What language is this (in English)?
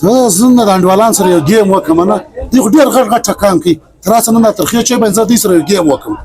Pashto